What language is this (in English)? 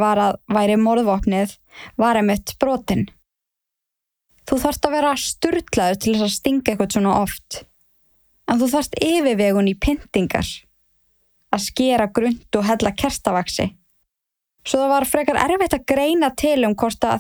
Icelandic